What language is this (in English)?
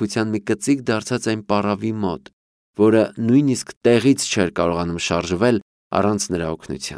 Armenian